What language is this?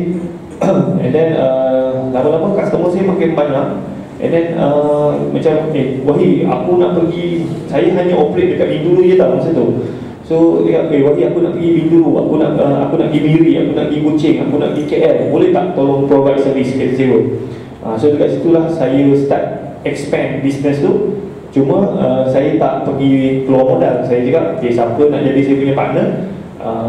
Malay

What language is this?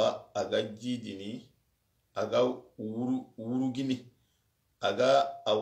Soninke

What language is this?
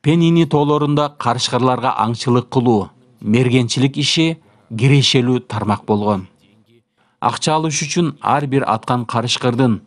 Kyrgyz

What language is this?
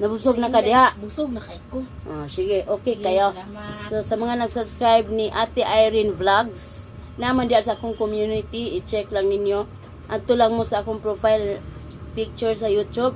Cebuano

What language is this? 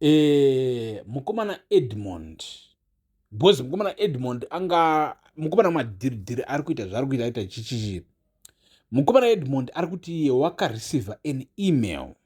Shona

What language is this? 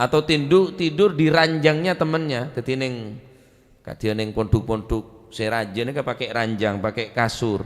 Madurese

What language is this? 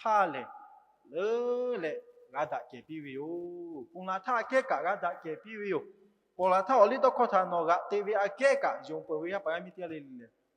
Lahu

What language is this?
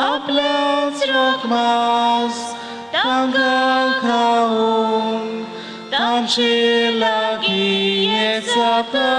Konkani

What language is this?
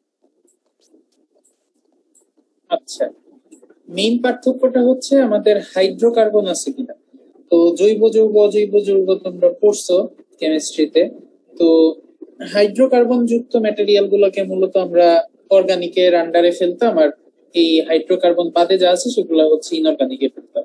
Bangla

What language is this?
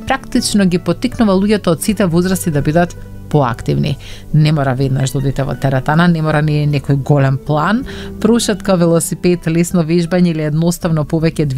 Macedonian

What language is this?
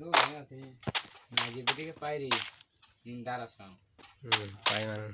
Kok Borok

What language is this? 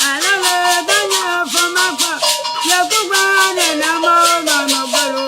Ewe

